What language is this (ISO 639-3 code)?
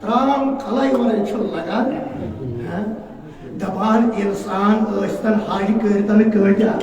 kas